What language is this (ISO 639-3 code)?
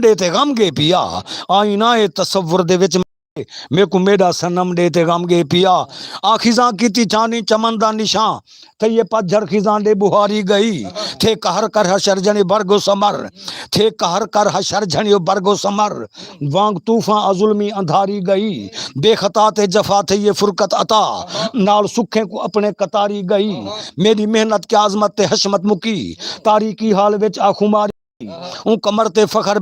skr